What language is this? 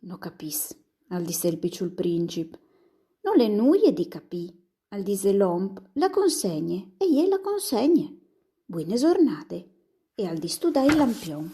Friulian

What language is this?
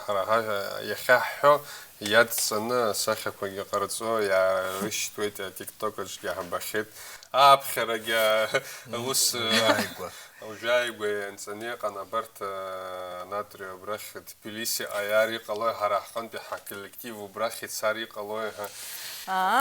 Abkhazian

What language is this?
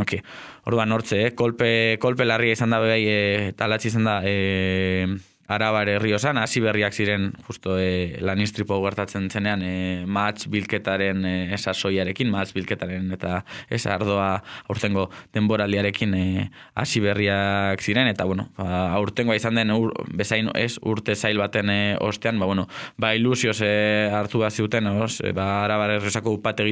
Basque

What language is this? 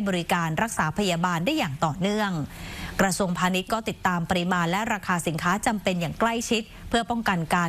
Thai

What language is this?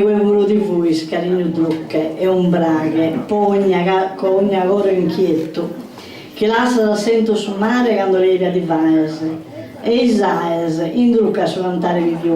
Sardinian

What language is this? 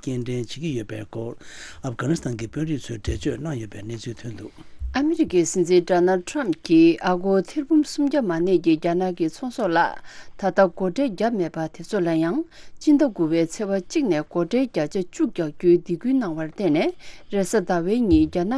Tibetan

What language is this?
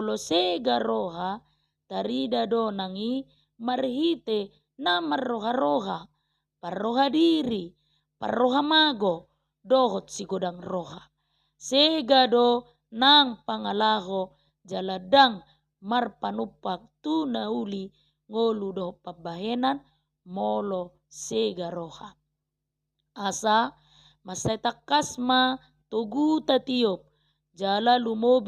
Batak Toba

